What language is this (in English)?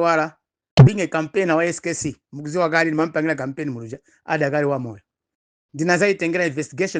Nyanja